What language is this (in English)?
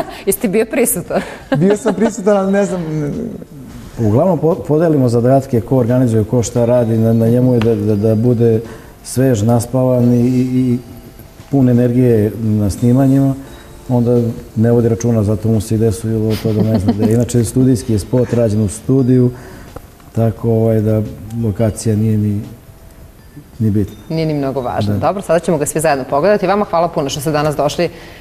Serbian